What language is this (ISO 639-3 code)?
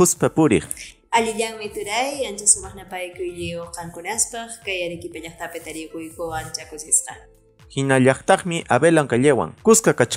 que